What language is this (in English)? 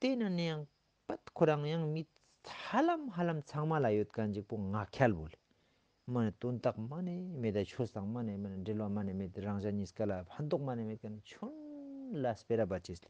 Ladakhi